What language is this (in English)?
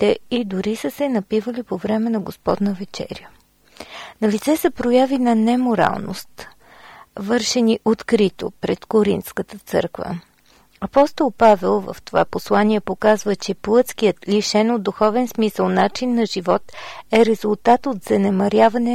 Bulgarian